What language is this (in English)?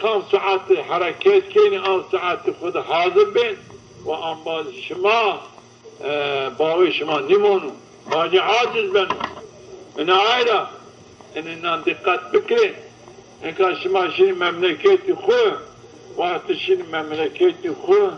Zaza